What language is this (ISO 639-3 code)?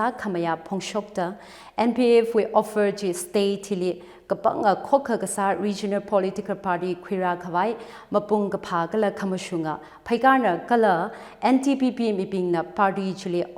nmf